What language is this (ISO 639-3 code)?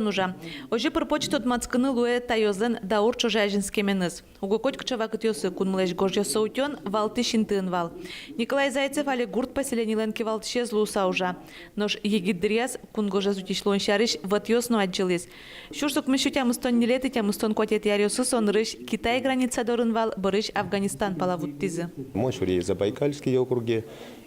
udm